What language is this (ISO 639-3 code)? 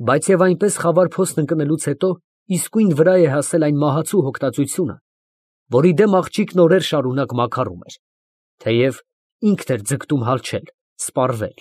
hye